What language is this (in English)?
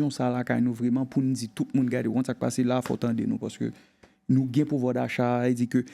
Haitian Creole